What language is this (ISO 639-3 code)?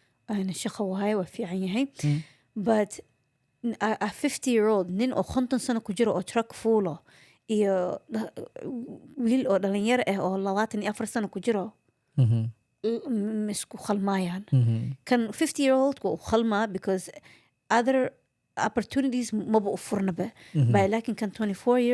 som